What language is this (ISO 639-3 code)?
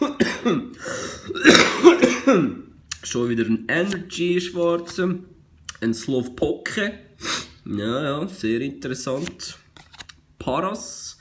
gsw